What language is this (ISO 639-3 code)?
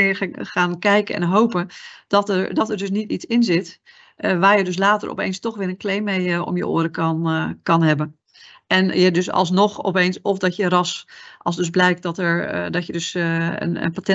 nld